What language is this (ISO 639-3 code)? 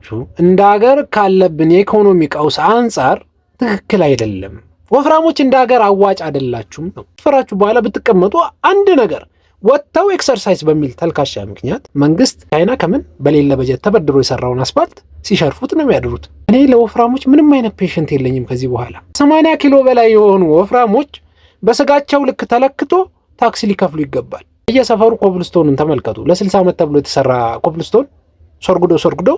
amh